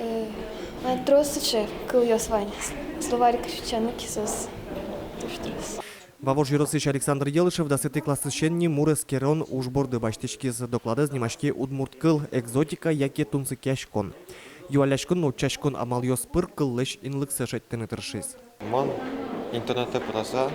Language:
Udmurt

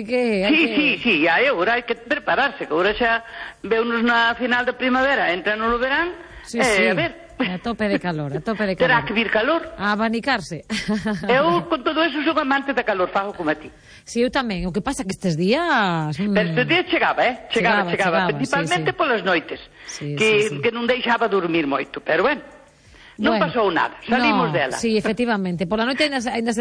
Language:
Galician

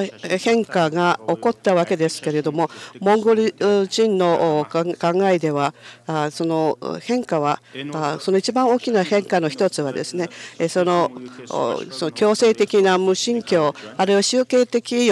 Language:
Japanese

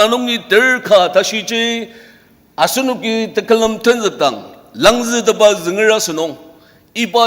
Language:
Ao Naga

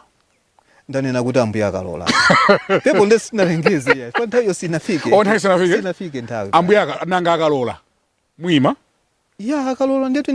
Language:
Nyanja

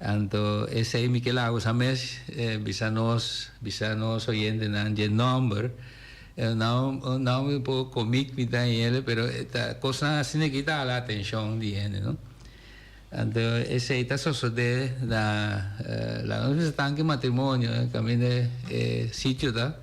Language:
Papiamento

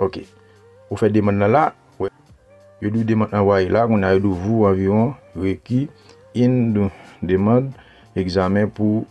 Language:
Haitian Creole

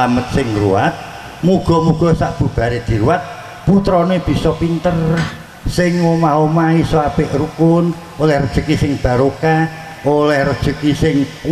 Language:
Javanese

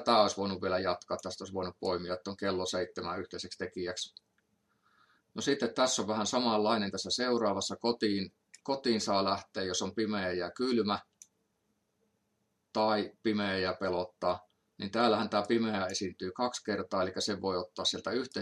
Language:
Finnish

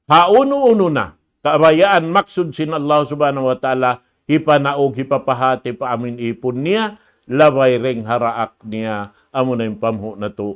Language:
Tausug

